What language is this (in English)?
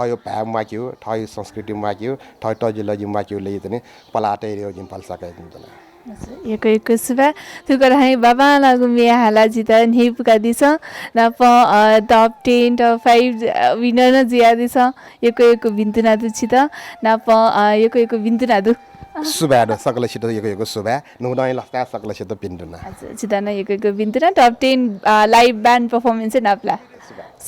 Newari